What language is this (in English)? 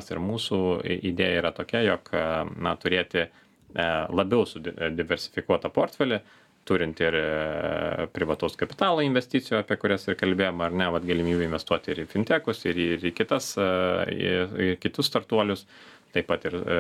Lithuanian